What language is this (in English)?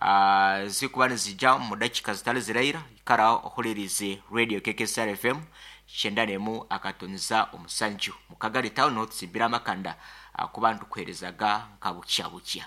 Nyoro